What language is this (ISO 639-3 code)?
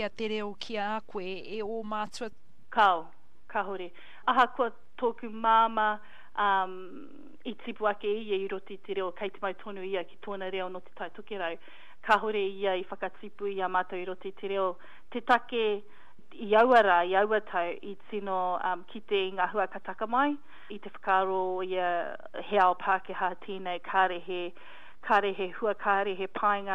mri